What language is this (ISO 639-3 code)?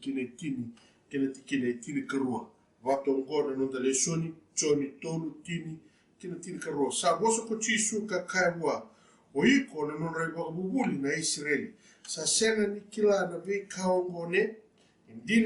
fij